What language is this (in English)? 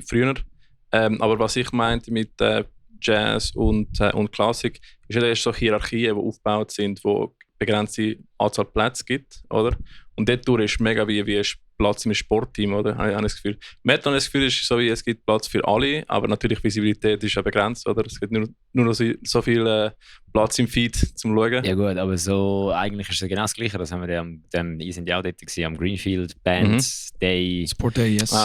Swiss German